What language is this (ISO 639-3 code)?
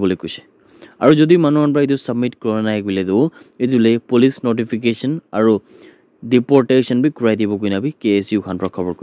nag